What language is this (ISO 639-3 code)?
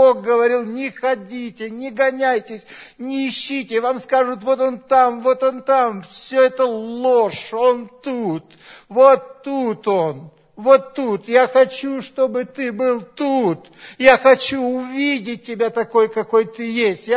rus